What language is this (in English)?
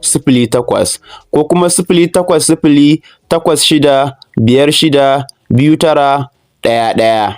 Hausa